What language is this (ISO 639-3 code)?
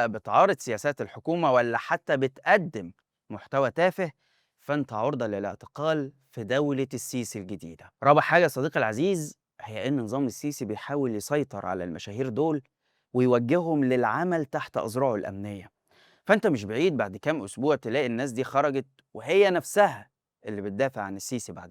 arz